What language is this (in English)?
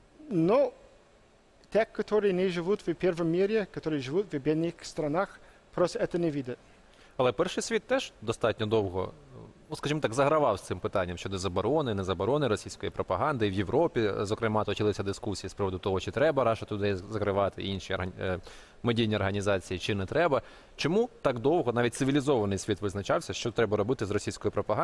Ukrainian